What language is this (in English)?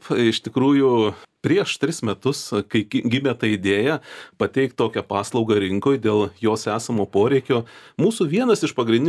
Lithuanian